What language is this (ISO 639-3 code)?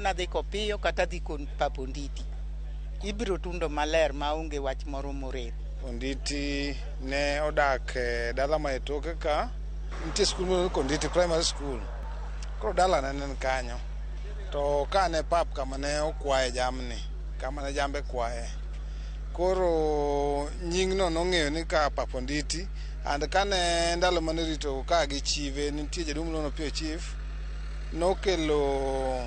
luo